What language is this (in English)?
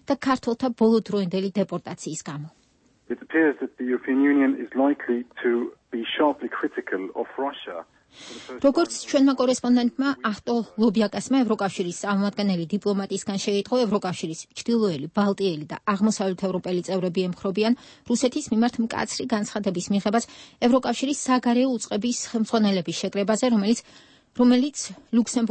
Georgian